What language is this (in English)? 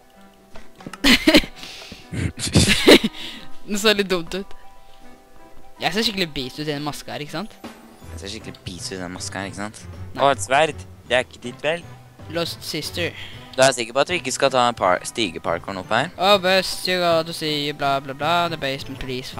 Norwegian